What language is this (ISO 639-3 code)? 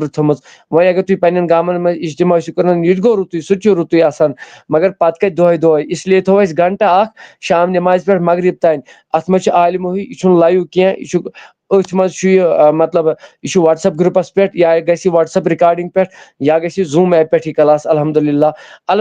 kas